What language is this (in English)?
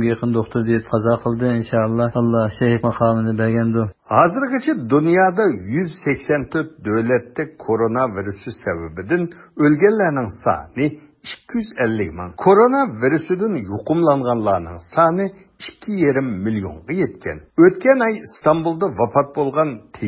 Uyghur